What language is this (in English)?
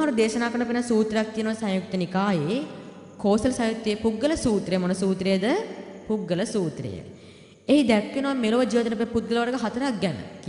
Sinhala